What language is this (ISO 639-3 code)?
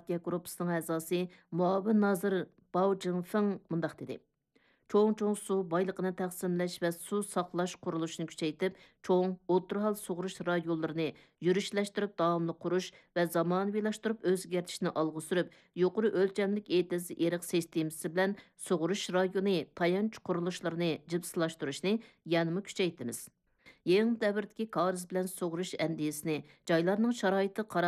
uig